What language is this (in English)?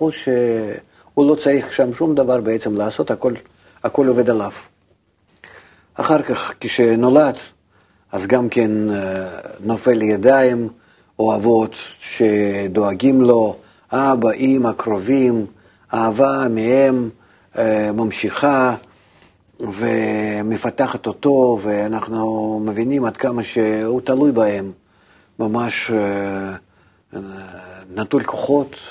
Hebrew